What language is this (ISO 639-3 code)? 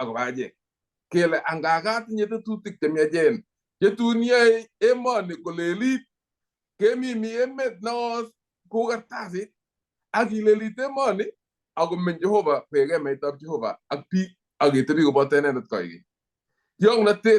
kln